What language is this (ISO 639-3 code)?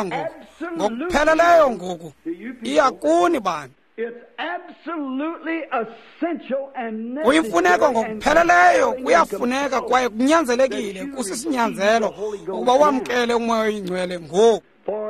xho